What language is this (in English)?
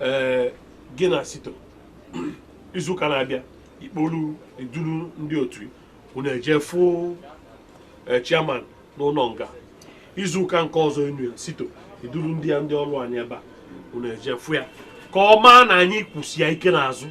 Igbo